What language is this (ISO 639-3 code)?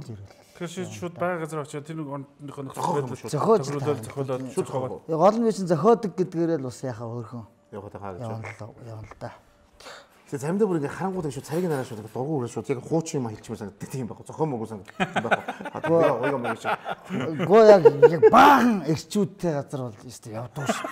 mon